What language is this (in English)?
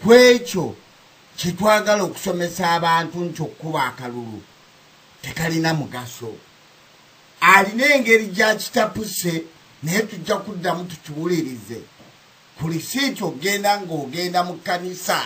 Ganda